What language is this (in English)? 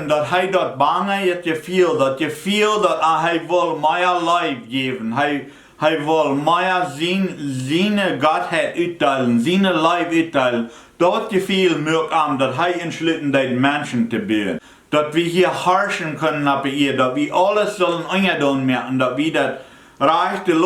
Plautdietsch